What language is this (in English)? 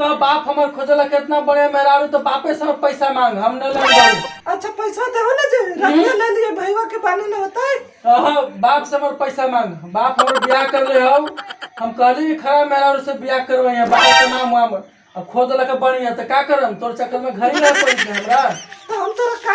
Magahi